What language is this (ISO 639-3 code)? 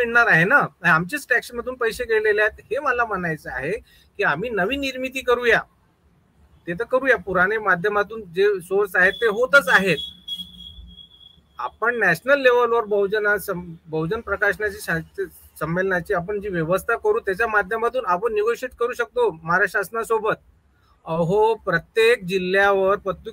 mar